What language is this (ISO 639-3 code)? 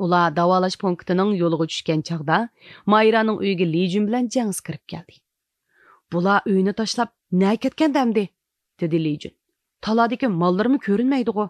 uig